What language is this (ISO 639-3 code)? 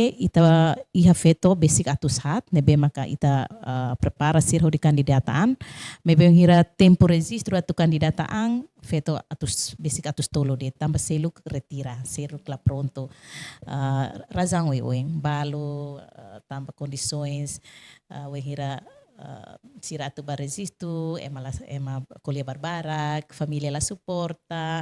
tet